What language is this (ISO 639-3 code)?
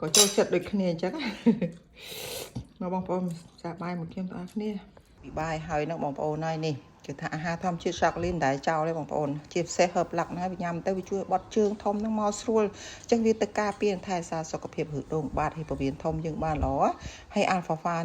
khm